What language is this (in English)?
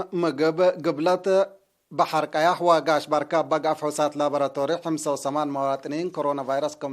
Tigre